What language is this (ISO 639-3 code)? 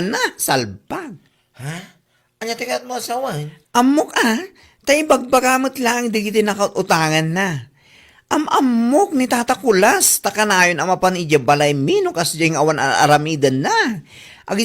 ilo